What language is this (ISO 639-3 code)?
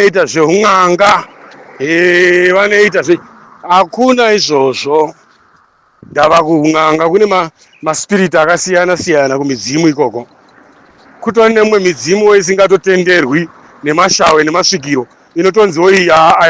sna